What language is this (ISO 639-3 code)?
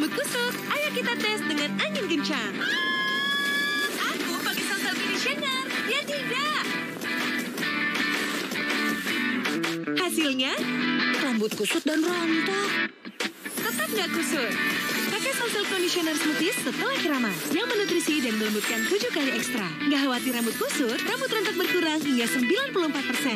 ind